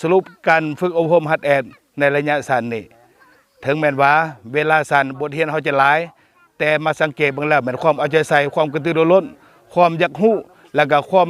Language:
Lao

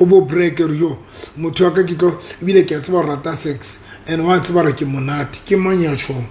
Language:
Southern Sotho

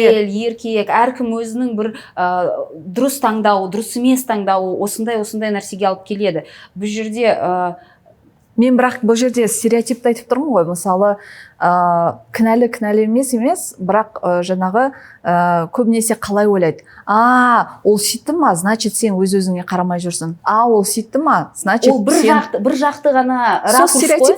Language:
Kazakh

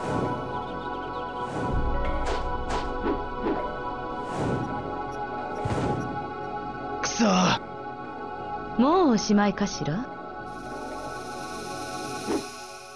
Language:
Japanese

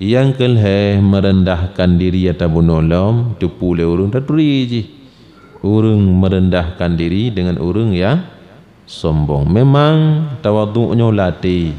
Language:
Achinese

